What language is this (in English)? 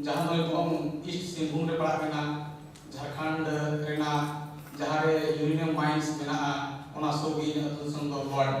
Santali